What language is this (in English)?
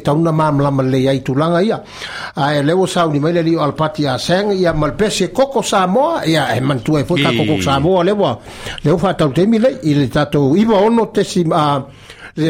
Samoan